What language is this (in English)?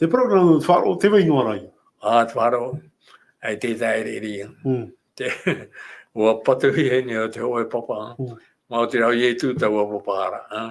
Tahitian